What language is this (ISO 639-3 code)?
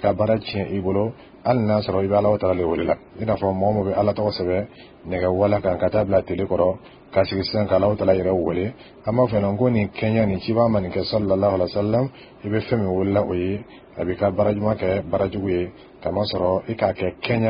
dyu